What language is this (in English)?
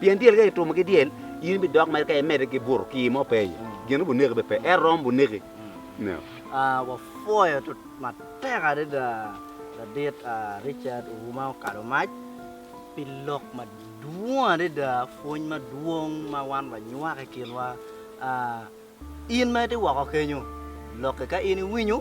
Acoli